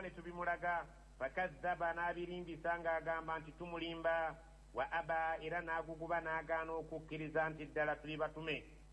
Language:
Ganda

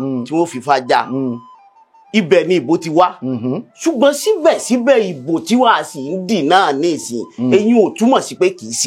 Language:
Yoruba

